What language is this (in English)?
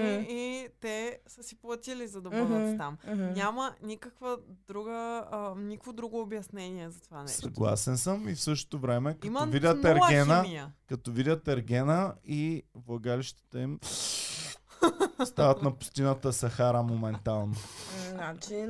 Bulgarian